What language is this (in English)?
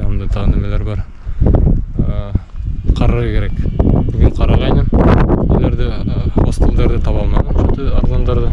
Bashkir